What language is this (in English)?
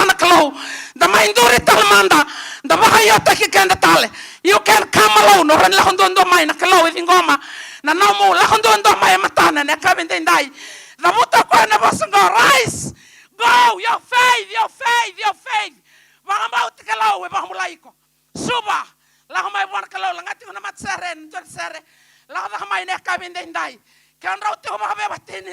Fijian